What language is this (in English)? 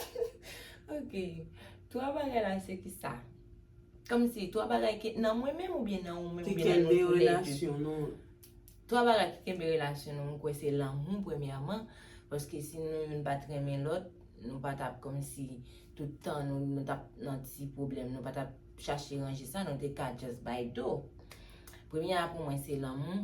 Haitian Creole